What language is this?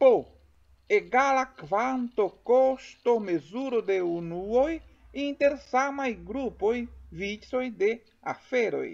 Esperanto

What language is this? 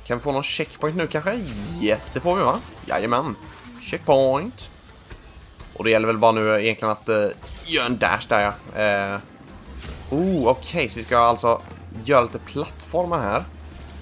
Swedish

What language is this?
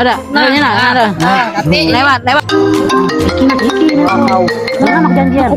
Musi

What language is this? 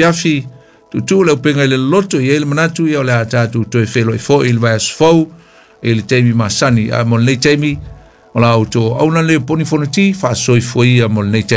Samoan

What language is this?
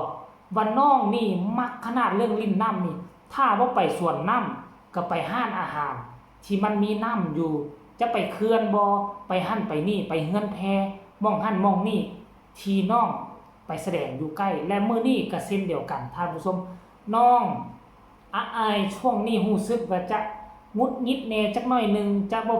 Northeastern Thai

